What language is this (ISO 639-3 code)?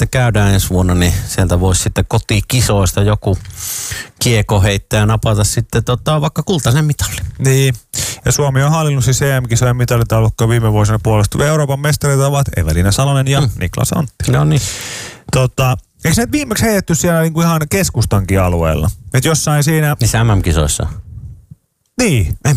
fin